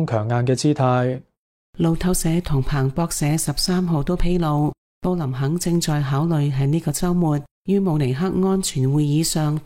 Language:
Cantonese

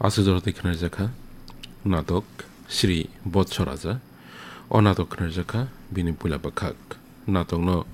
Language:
Kok Borok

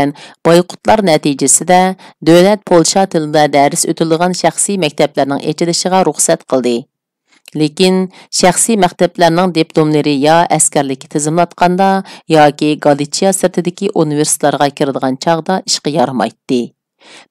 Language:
Uyghur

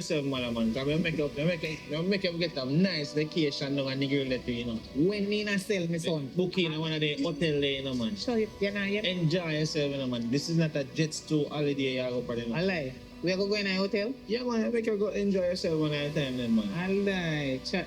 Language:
Jamaican Creole English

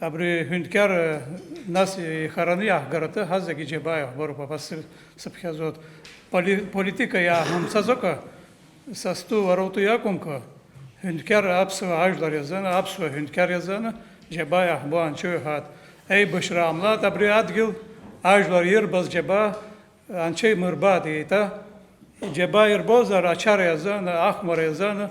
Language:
Abkhazian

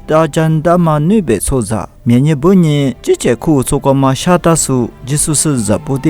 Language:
Lisu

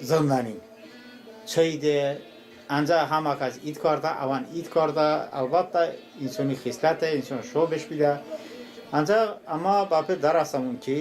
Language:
Talysh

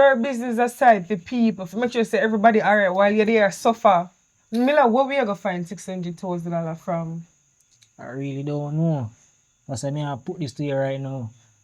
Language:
Jamaican Creole English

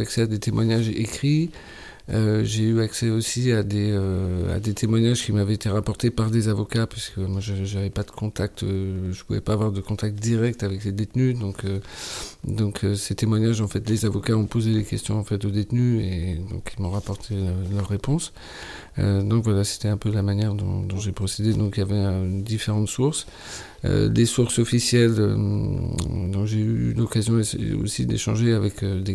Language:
French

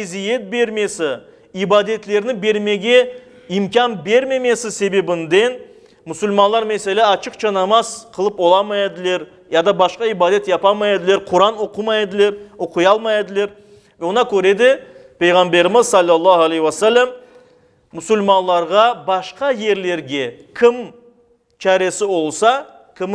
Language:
Crimean Tatar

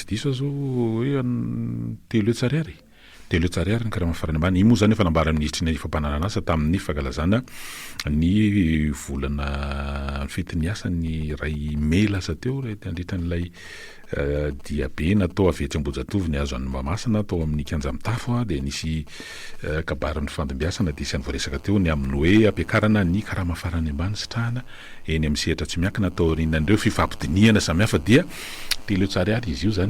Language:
Malagasy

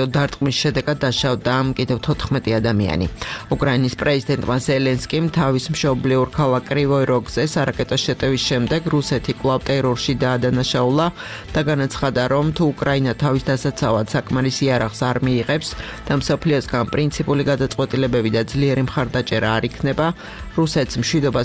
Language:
Georgian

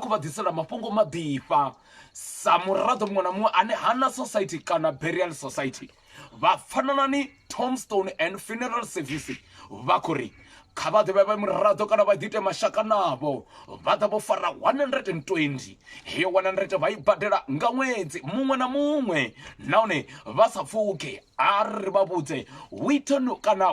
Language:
Venda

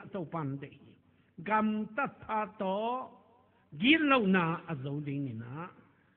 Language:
Tedim Chin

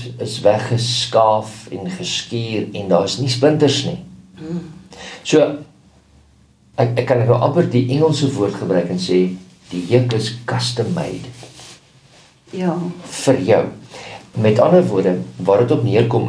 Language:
Afrikaans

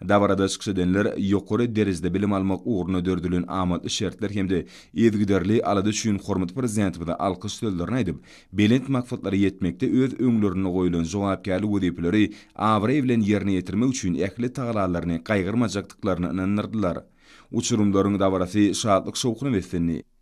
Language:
Turkmen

